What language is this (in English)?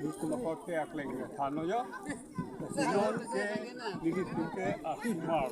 Karbi